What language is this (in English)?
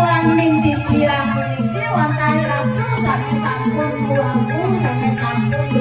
Balinese